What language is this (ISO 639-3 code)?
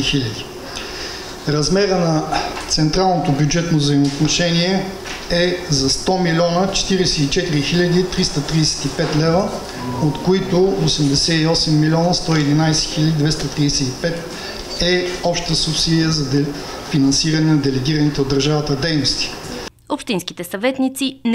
bul